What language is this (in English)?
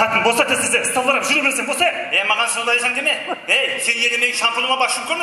Kara-Kalpak